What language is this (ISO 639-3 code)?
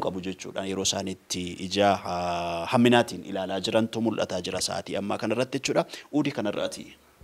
orm